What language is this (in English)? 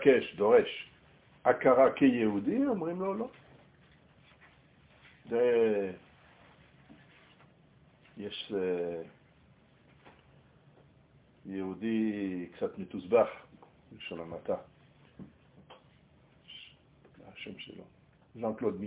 Hebrew